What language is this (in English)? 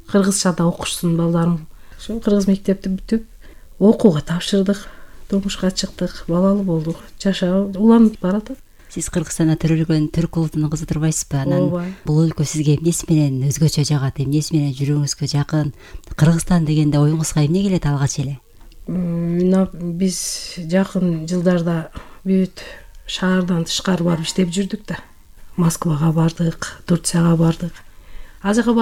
Kyrgyz